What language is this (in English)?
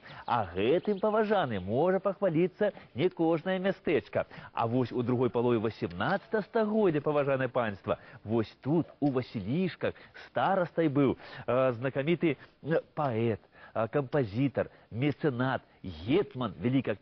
Belarusian